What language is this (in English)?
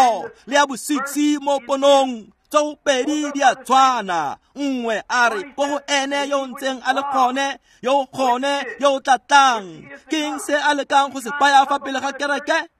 Tswana